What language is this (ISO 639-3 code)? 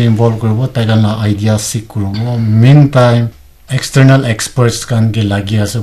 nag